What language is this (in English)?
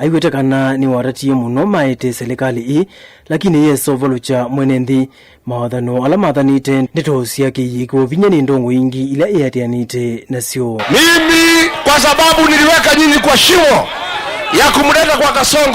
Kamba